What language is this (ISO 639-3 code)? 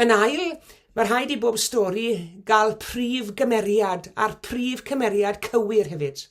cym